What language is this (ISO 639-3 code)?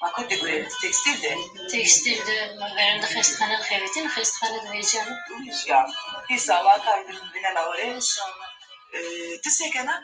zza